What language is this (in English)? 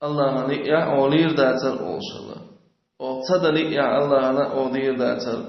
Chechen